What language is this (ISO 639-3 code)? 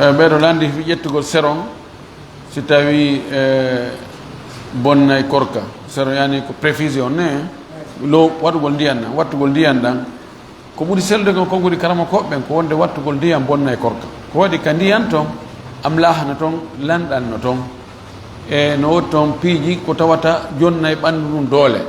ful